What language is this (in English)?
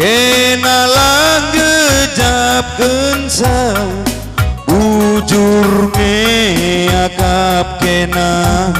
Batak Karo